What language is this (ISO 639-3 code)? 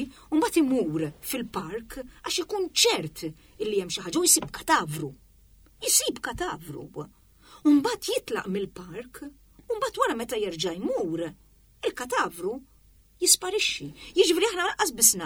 mlt